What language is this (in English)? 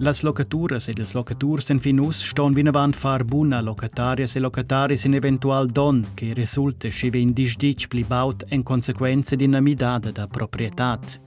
Romansh